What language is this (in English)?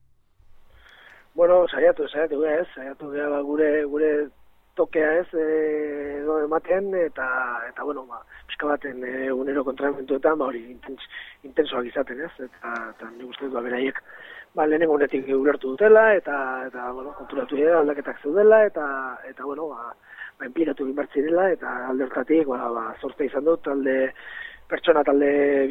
Basque